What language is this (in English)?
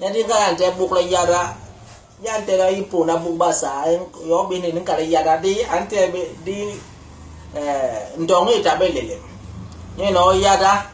Basaa